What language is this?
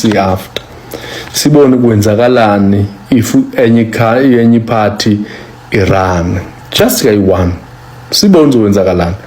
Zulu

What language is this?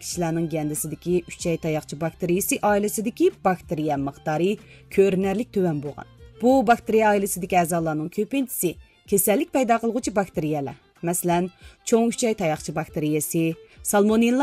Uyghur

